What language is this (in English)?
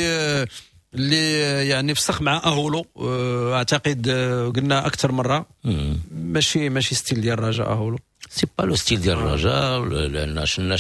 Moroccan Arabic